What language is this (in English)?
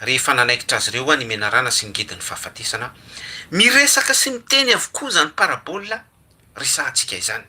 Malagasy